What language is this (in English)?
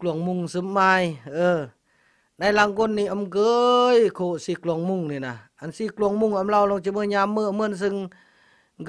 Khmu